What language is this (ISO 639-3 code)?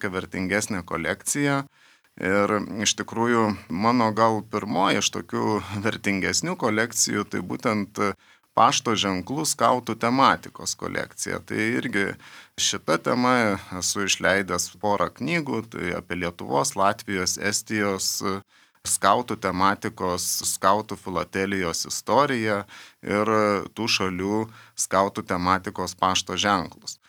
lit